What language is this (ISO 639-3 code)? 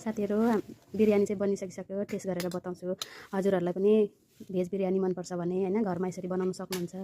nep